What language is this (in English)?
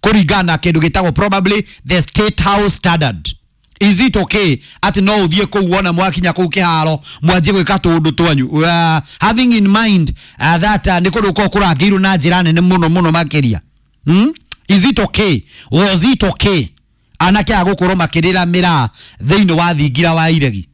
Kikuyu